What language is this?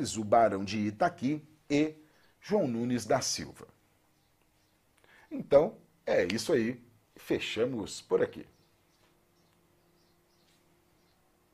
Portuguese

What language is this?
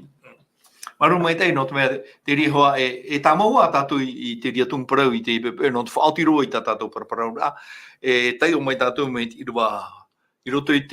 Tahitian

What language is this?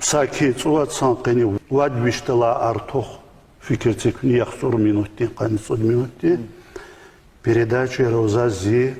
Lezghian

